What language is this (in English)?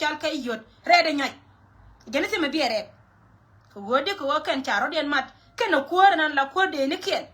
Nuer